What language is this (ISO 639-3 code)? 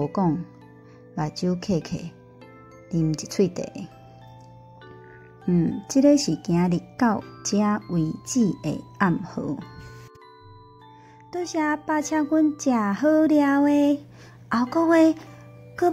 nan